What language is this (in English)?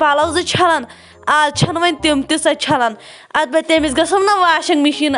Kashmiri